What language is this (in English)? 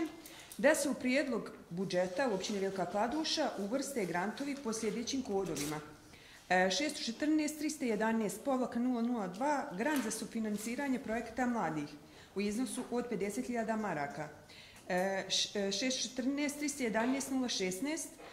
Bosnian